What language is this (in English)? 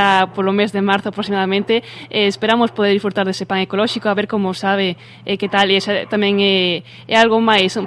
Galician